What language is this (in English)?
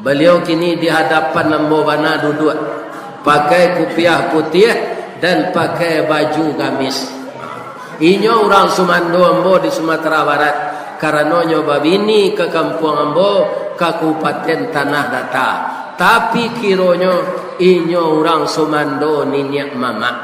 Minangkabau